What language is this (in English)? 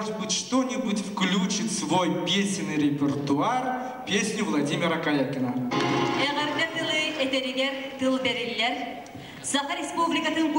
Yakut